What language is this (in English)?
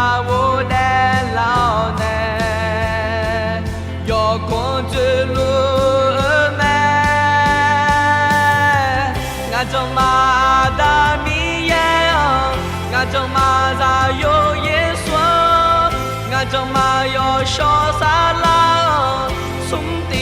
Akha